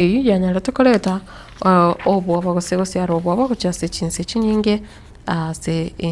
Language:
Gusii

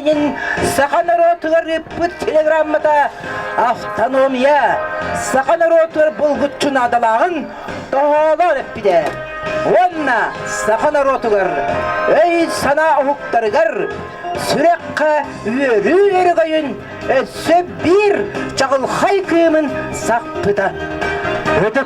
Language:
Yakut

